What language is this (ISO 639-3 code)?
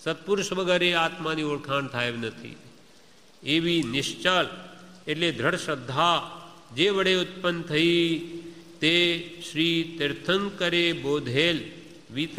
guj